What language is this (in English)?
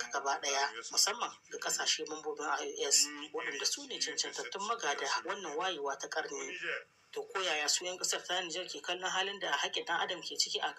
Hausa